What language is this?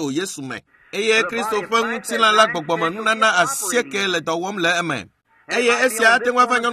Ewe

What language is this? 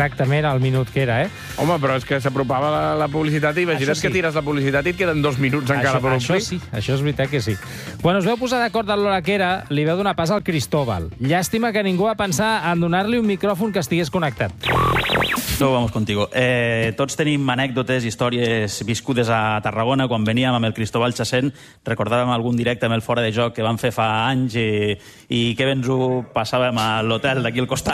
Catalan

